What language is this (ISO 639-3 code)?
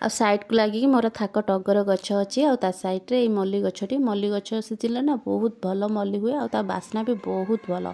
ori